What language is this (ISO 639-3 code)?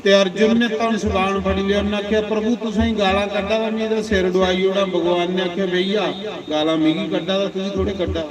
doi